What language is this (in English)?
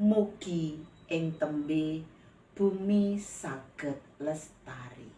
Javanese